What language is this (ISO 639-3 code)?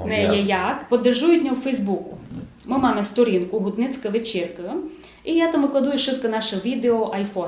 rue